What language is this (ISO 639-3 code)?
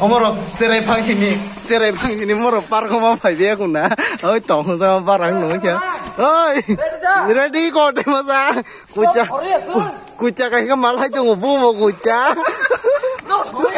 trp